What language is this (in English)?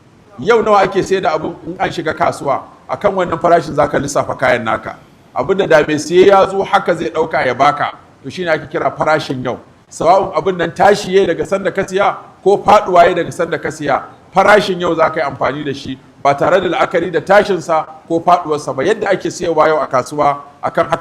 Hausa